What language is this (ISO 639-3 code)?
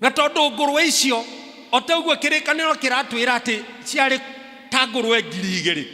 kik